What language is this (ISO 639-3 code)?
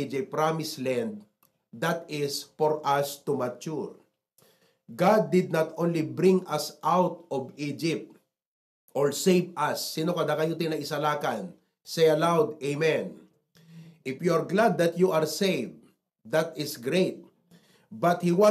ilo